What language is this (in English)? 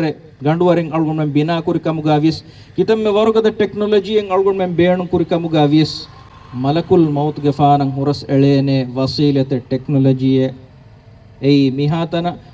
Divehi